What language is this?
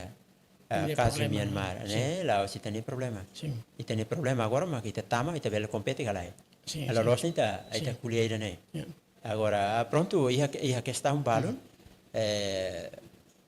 Tetum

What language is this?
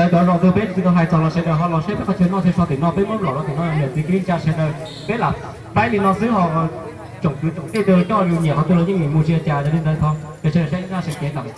Hmong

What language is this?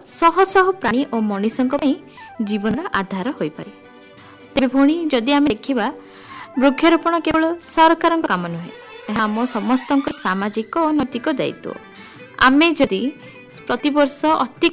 Odia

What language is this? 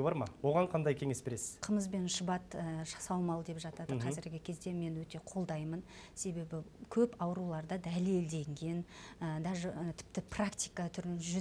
Kazakh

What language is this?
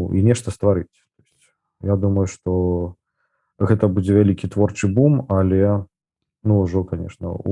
Belarusian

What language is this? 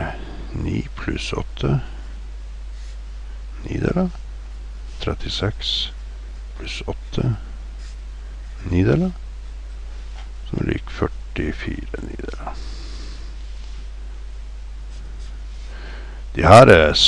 Norwegian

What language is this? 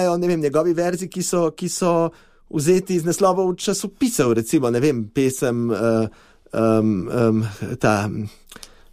Slovenian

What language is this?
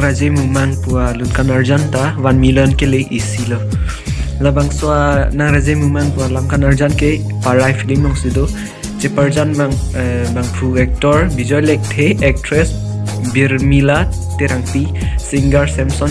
Karbi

